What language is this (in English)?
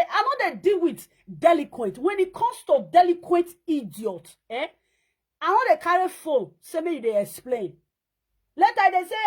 Nigerian Pidgin